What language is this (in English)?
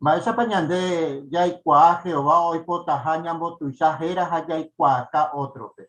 Guarani